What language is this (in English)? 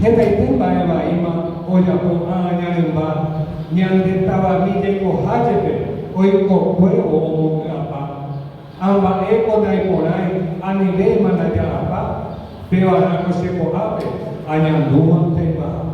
Guarani